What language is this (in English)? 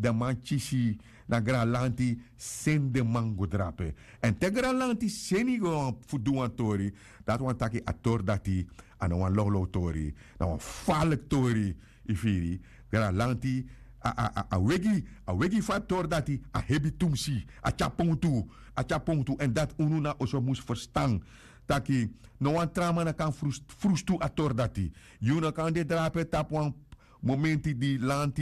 Sranan Tongo